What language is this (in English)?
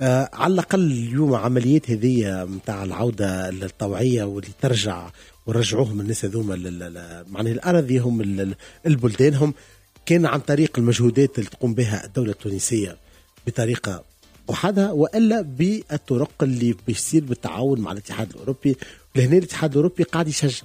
Tunisian Arabic